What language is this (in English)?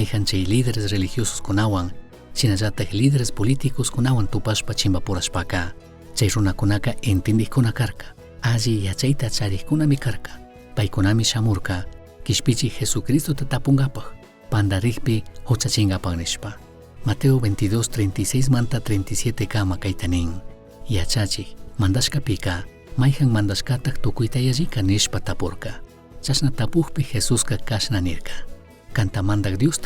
Chimborazo Highland Quichua